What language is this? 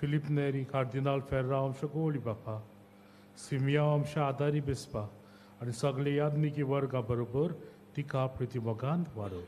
Konkani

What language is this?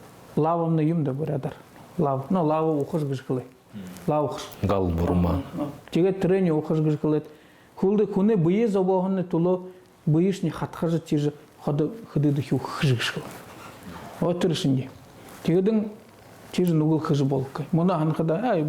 Buriat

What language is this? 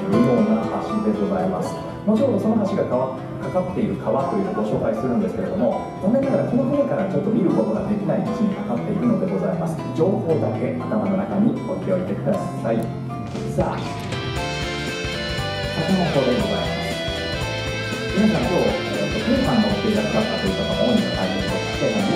Japanese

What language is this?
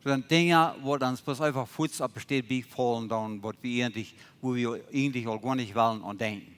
Plautdietsch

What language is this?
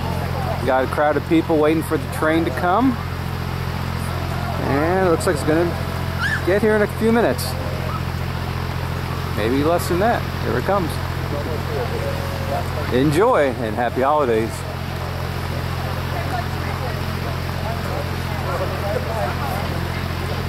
English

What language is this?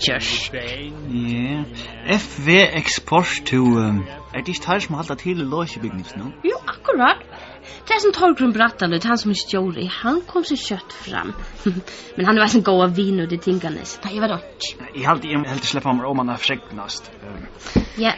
Faroese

